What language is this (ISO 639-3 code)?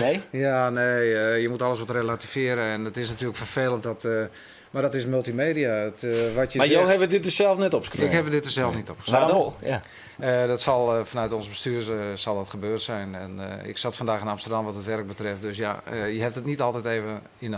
fry